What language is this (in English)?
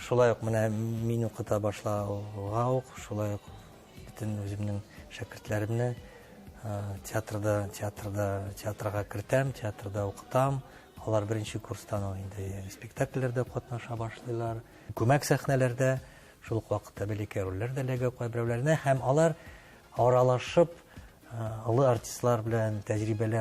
Tatar